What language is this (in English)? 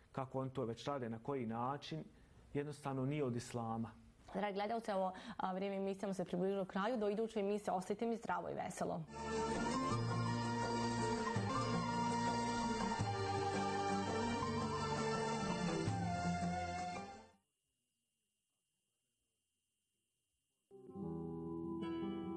Bosnian